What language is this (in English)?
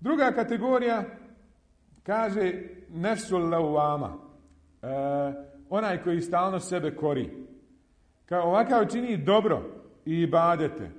Bosnian